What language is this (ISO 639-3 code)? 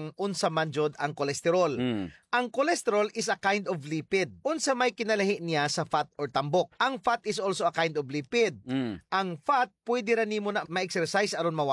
ceb